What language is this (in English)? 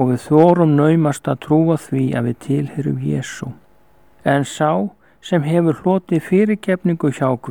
Icelandic